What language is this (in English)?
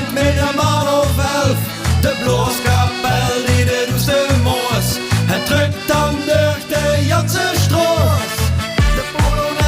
Limburgish